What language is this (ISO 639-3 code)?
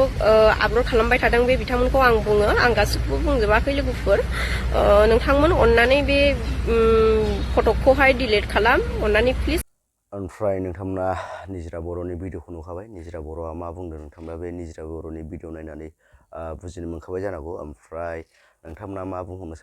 brx